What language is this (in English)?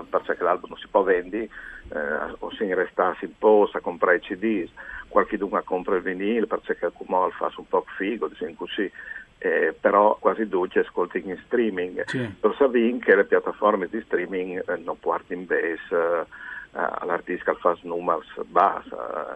Friulian